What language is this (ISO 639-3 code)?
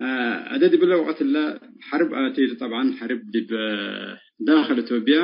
tig